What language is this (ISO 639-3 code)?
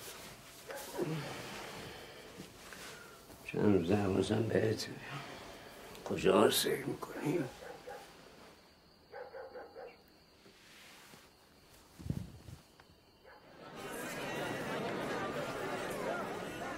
fas